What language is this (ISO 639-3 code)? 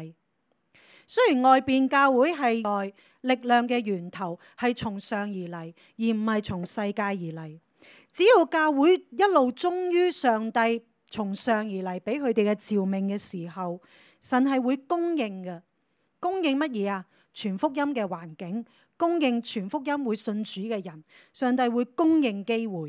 yue